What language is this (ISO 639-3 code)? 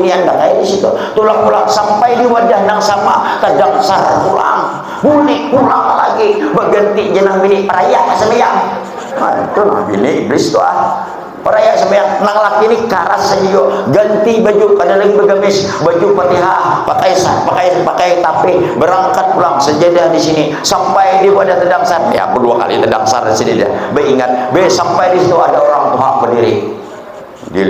bjn